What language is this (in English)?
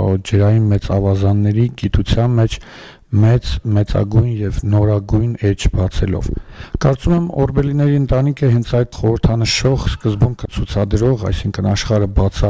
Armenian